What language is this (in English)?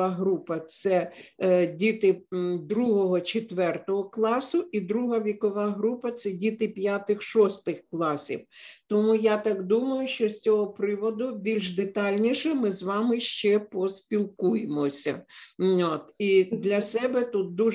Ukrainian